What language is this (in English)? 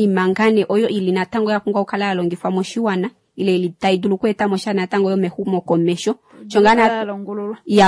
Kuanyama